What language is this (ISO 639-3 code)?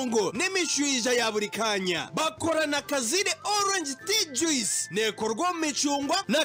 nyn